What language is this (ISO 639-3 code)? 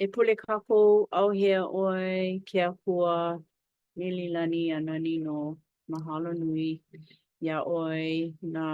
haw